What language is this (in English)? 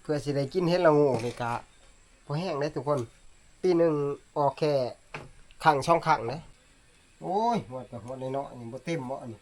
Northeastern Thai